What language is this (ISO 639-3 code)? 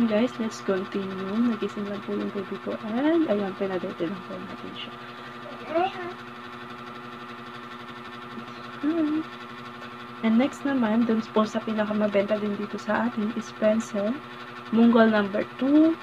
fil